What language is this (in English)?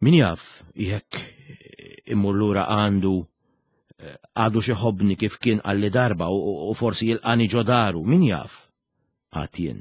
Maltese